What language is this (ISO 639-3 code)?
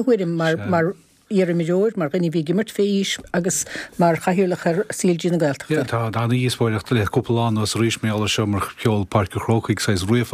gle